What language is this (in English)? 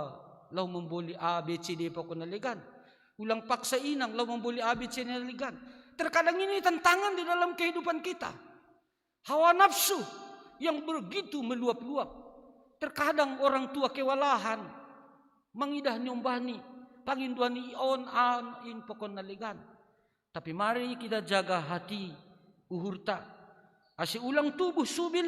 Batak Simalungun